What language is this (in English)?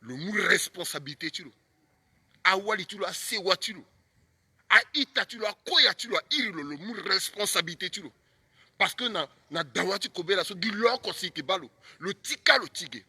Sango